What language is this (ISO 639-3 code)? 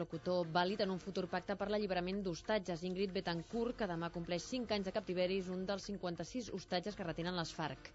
cat